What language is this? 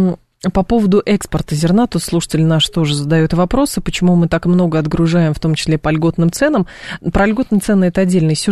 Russian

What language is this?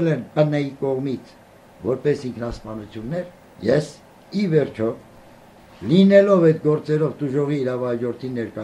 Armenian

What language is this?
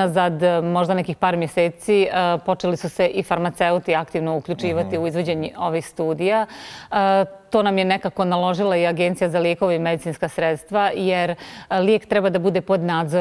Bosnian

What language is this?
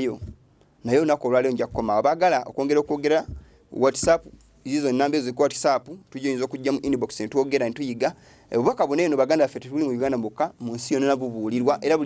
Ganda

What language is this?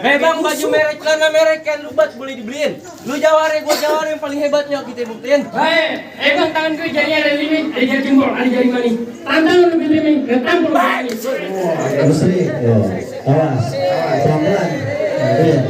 Betawi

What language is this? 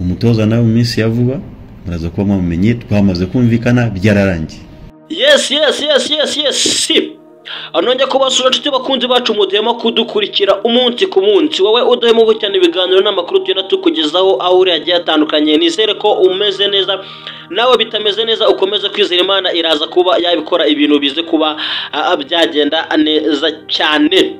Kinyarwanda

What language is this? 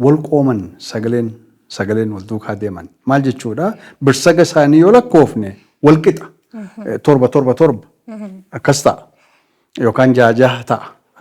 Oromo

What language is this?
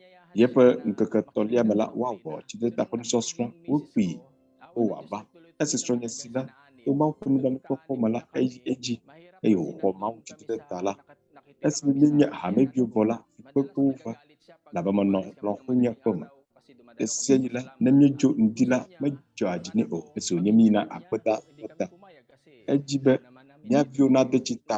Ewe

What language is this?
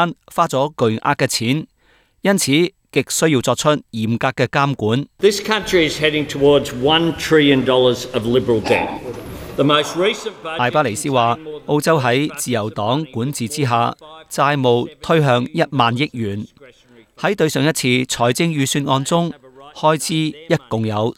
Cantonese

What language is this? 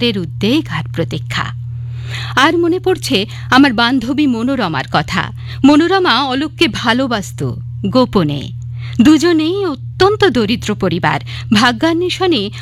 Bangla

